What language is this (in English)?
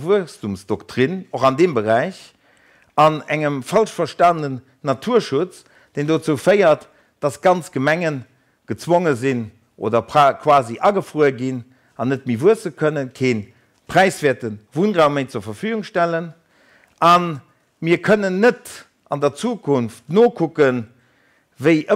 Luxembourgish